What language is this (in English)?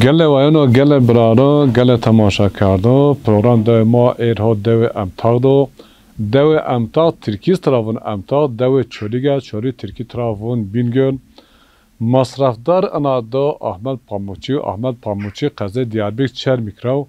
Zaza